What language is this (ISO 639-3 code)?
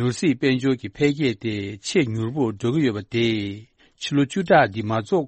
bod